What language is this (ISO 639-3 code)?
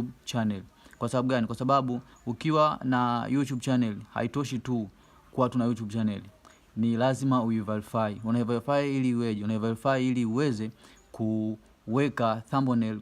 swa